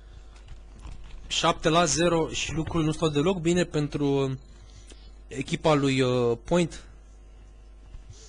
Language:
Romanian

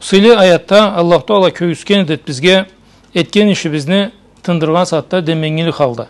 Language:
Karachay-Balkar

